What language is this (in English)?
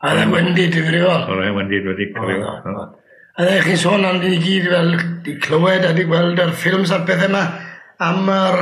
Welsh